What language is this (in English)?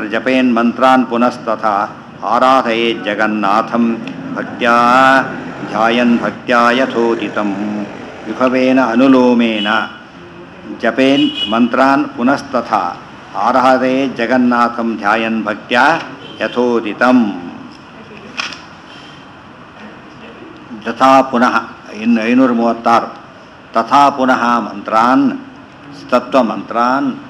Kannada